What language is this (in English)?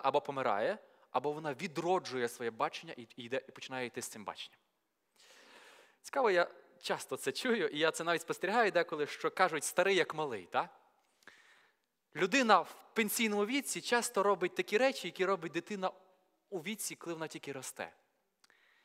Ukrainian